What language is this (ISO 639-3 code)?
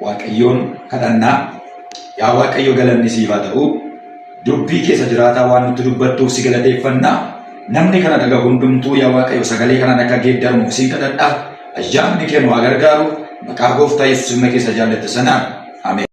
orm